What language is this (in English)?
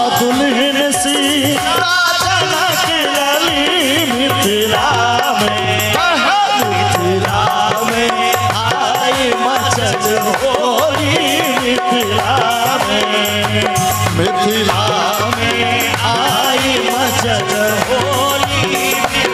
Maithili